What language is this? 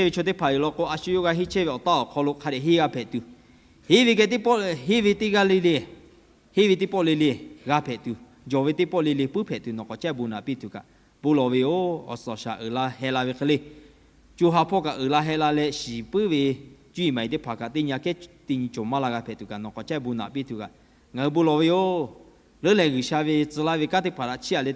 Lahu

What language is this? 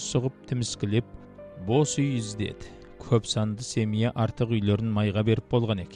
Kazakh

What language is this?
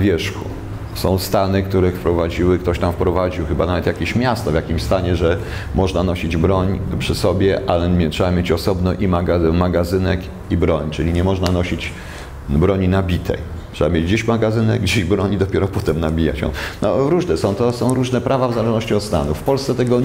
Polish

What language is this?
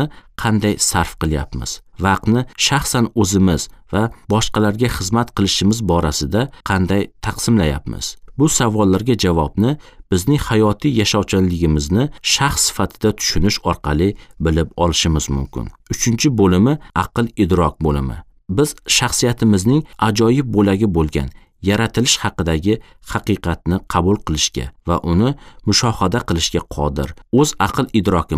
Uzbek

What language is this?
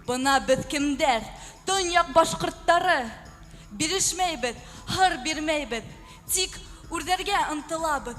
Bashkir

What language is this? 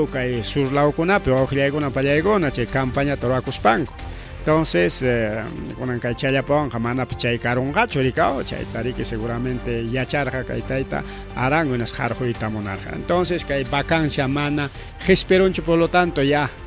Ayacucho Quechua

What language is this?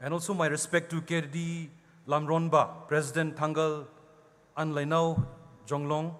Poumei Naga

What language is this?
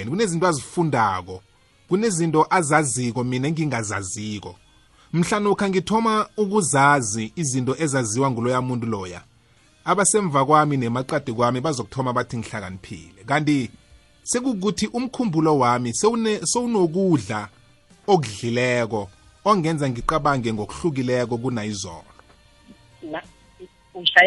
South Ndebele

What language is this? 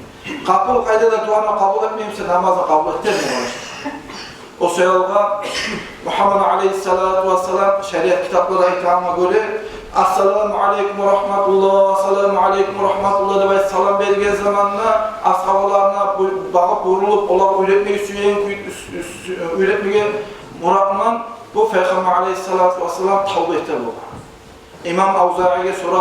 Kumyk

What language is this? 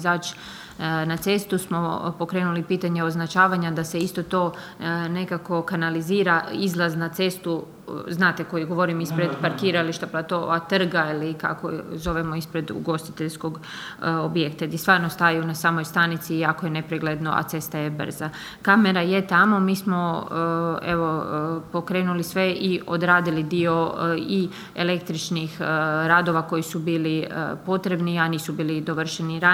Croatian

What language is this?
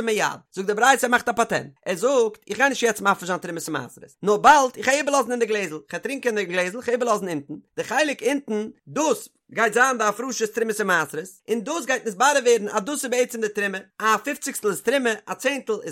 Yiddish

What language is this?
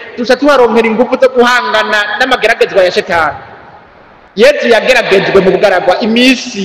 Rundi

